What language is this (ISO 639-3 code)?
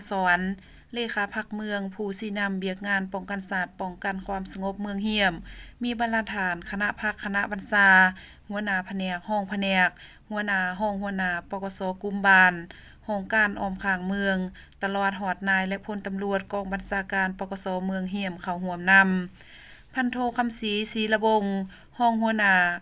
lao